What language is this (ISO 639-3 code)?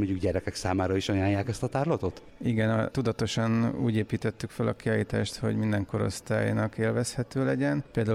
hun